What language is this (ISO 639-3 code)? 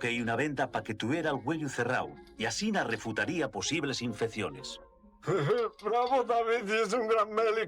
ast